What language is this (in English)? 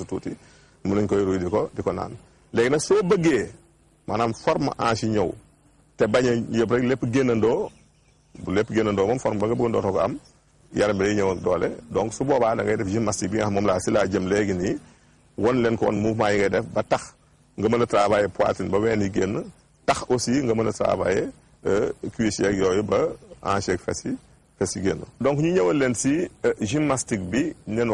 Wolof